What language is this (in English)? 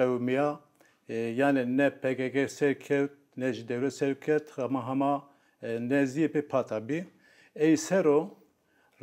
Zaza